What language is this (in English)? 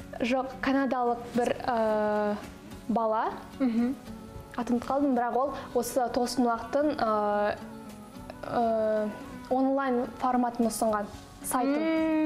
Kazakh